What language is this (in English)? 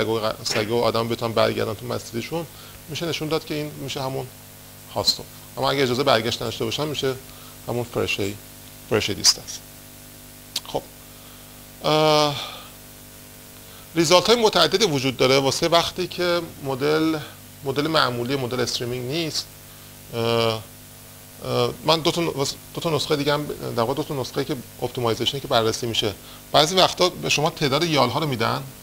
Persian